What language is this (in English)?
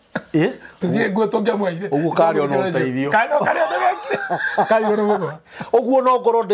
Kikuyu